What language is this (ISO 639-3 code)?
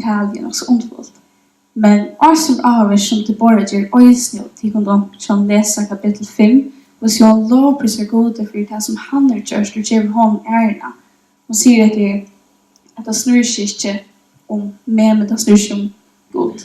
fao